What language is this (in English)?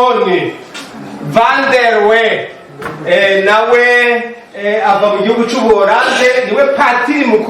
Rundi